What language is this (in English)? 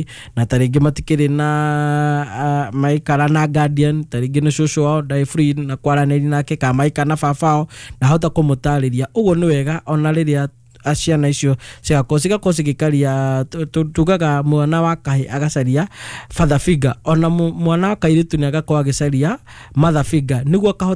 Kikuyu